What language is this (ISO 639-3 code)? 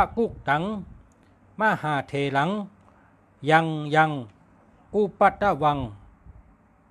shn